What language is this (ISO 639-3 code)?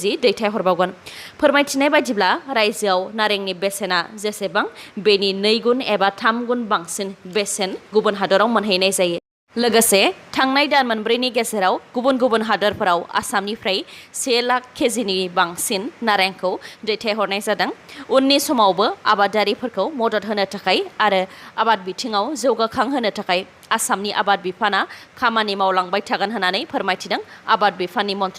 brx